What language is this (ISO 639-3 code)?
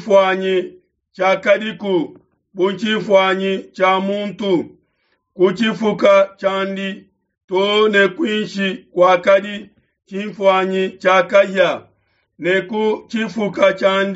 lua